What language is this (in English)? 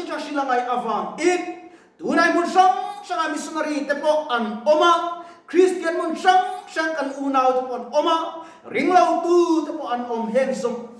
Mizo